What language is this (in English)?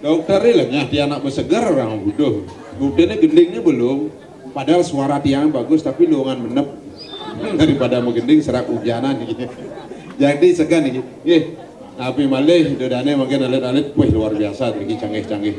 Balinese